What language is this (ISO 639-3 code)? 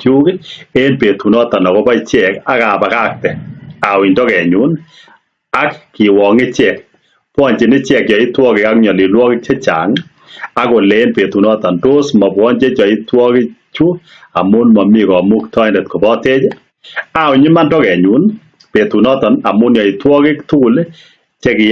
kln